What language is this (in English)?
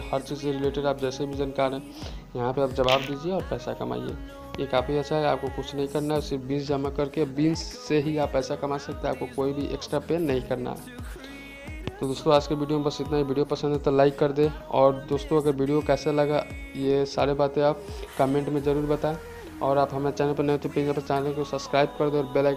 Hindi